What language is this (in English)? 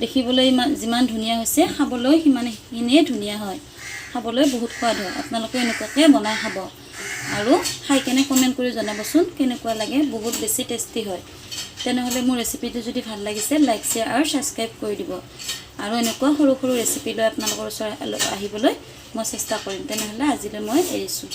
Assamese